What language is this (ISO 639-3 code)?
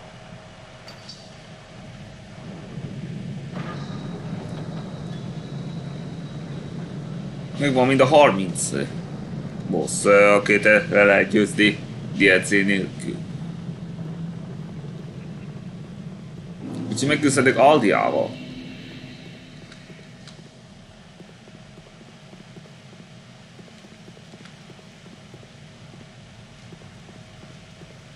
hun